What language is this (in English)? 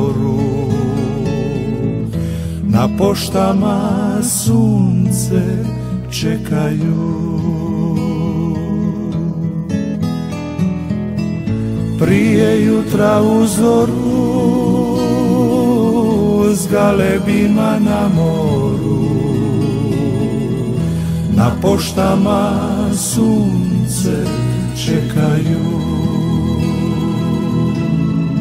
Croatian